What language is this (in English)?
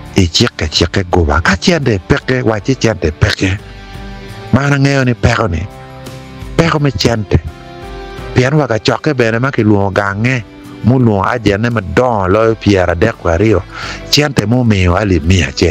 Acoli